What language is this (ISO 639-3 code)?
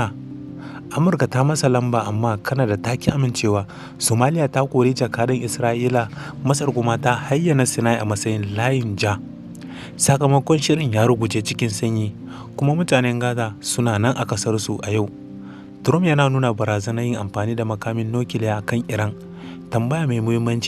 hau